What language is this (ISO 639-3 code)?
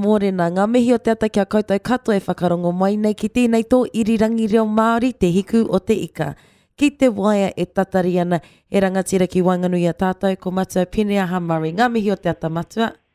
mri